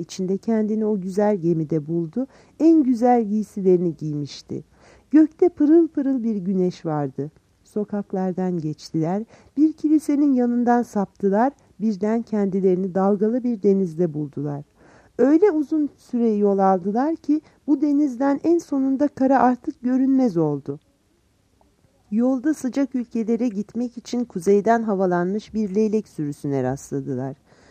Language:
Turkish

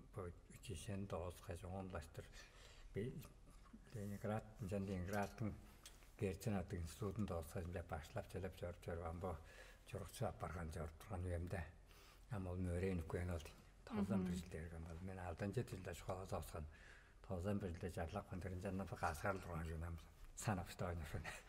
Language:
Tuvinian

